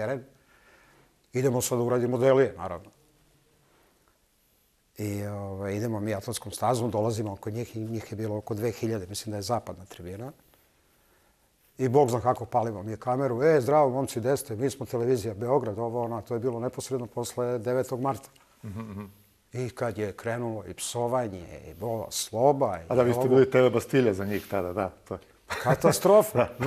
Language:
Serbian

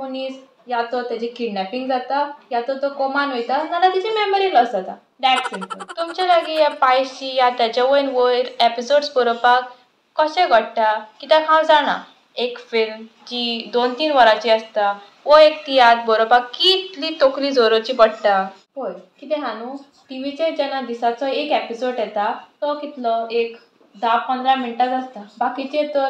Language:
Konkani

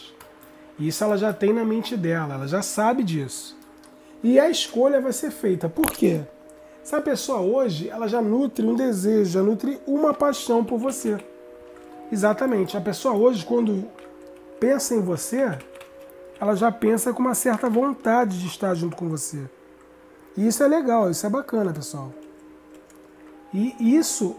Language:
Portuguese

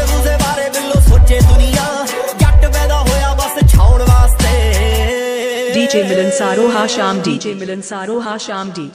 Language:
Punjabi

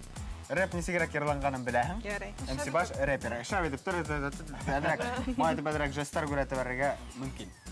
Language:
Bashkir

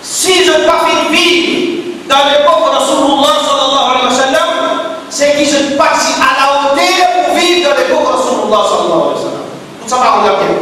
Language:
Morisyen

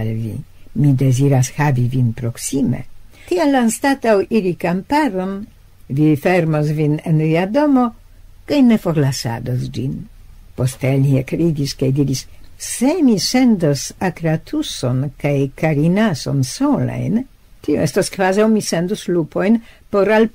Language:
Esperanto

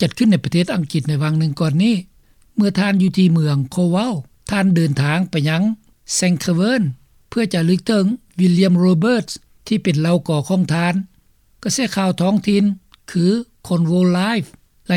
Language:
Lao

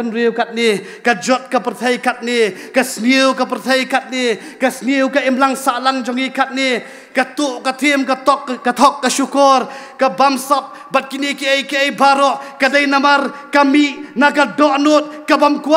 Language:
Khasi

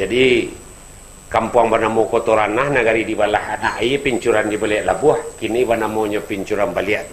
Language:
Minangkabau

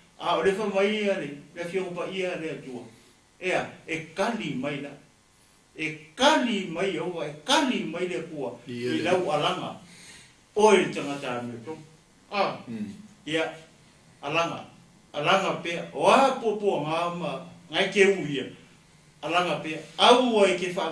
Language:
Samoan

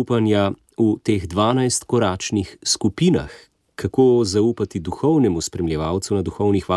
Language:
Slovenian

